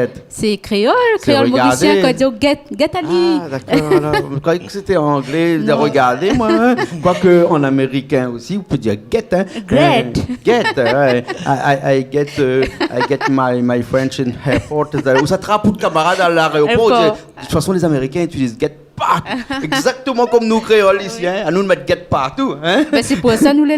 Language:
Réunion Creole French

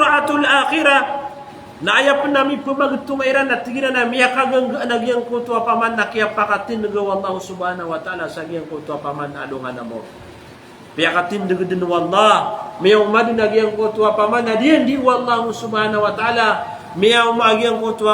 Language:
Maranao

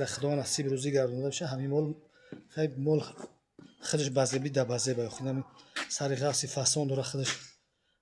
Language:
Tajik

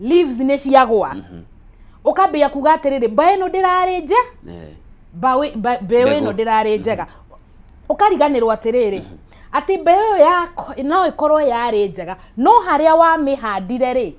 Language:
Kikuyu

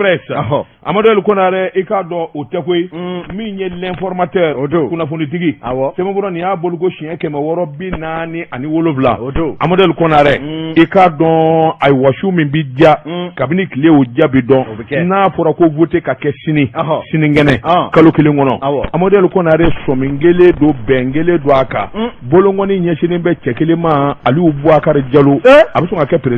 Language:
Bambara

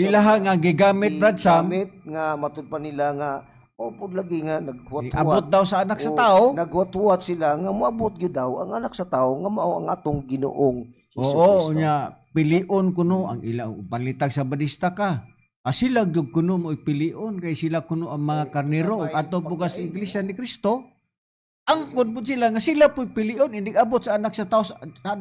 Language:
Cebuano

